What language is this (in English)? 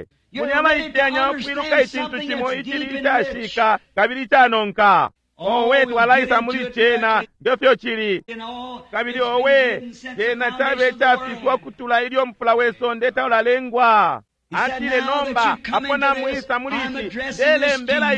Bemba